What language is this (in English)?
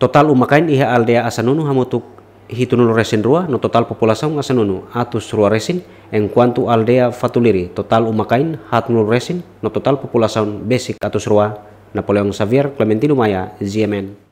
Tetum